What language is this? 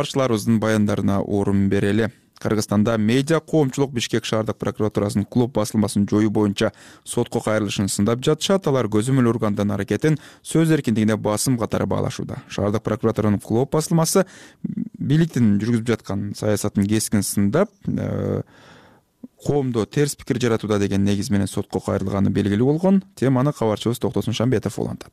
Kyrgyz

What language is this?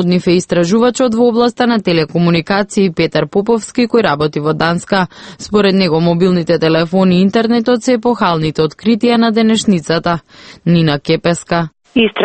Macedonian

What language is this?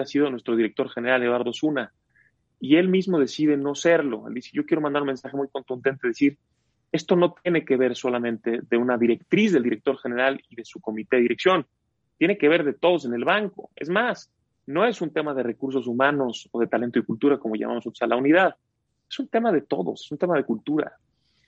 Spanish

